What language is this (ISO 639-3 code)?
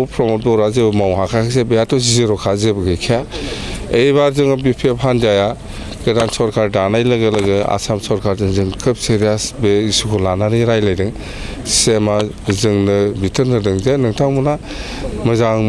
brx